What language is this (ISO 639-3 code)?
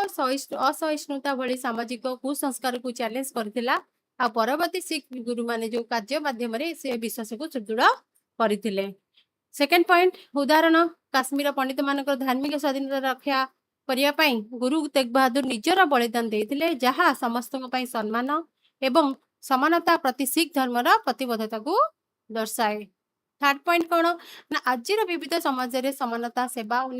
ori